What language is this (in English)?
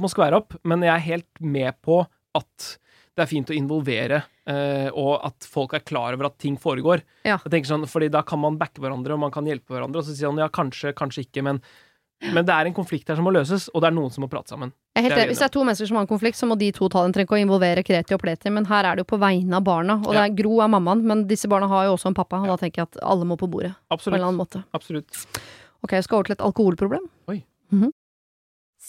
Norwegian